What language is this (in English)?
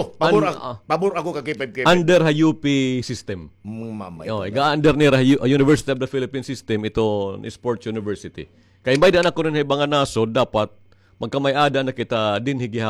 Waray